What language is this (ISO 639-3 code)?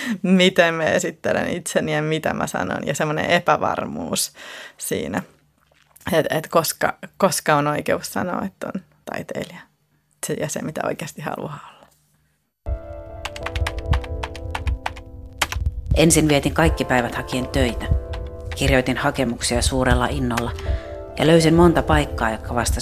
fin